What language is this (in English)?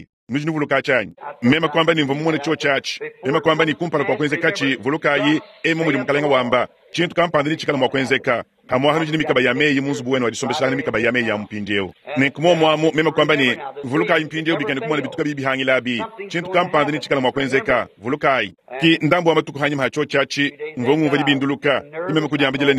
Luba-Lulua